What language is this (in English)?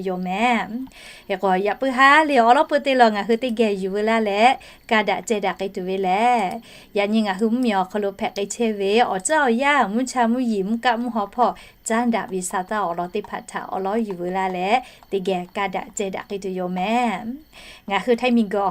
Lahu